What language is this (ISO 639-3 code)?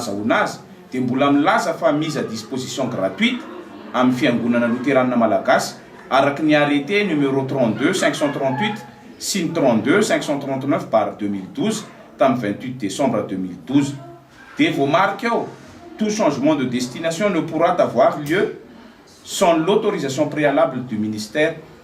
mlg